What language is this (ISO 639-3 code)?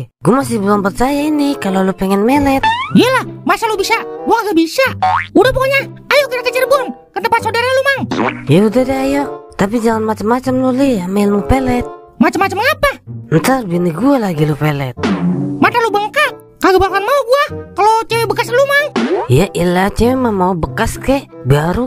bew